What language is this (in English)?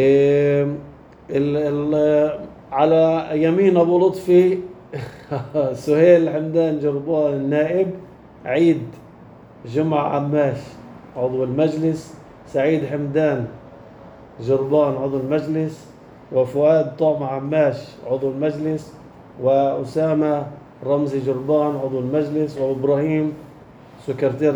North Levantine Arabic